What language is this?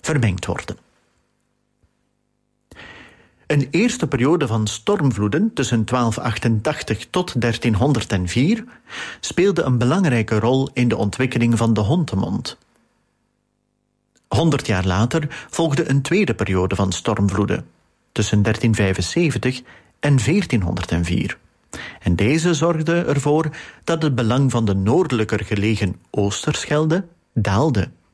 Dutch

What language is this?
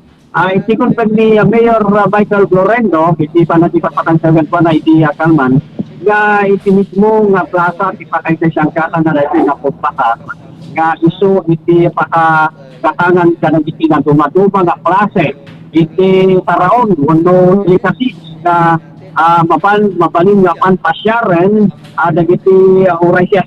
Iloko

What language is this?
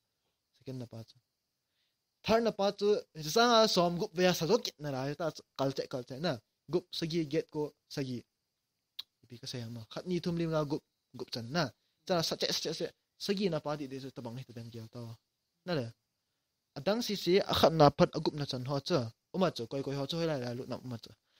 Vietnamese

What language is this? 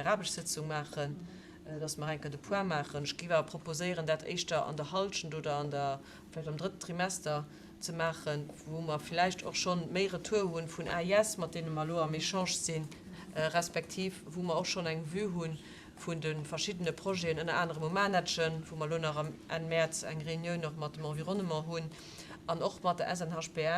Luxembourgish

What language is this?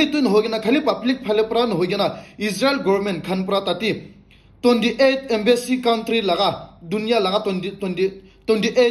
Naga Pidgin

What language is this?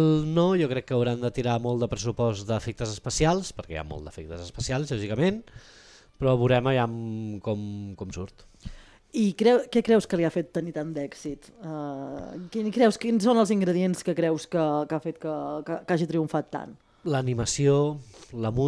Catalan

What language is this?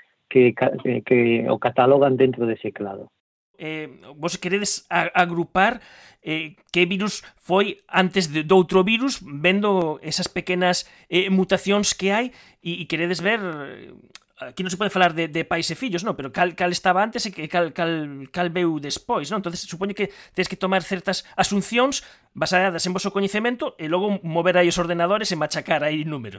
Galician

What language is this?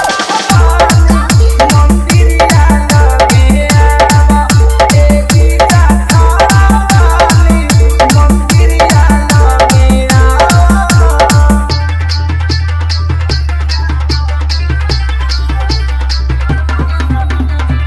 Bhojpuri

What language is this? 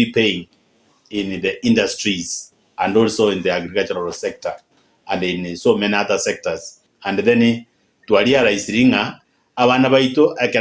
Gusii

